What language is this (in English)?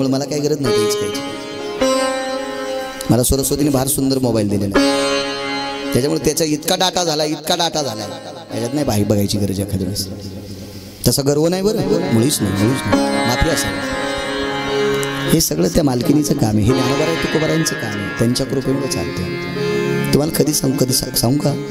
Marathi